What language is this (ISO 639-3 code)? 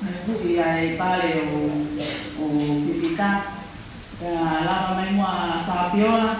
ton